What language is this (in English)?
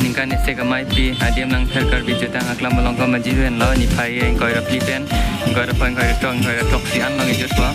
Karbi